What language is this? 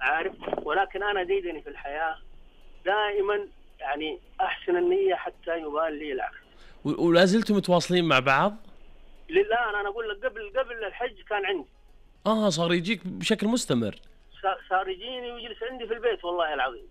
Najdi Arabic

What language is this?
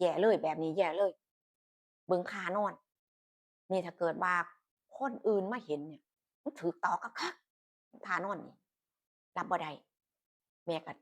Northeastern Thai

